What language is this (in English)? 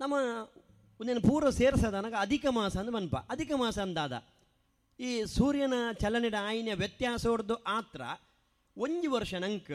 Tulu